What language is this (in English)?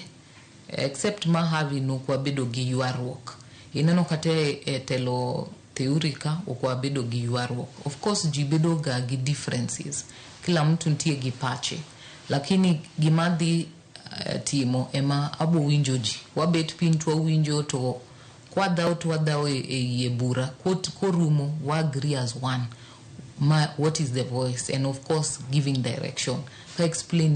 Luo (Kenya and Tanzania)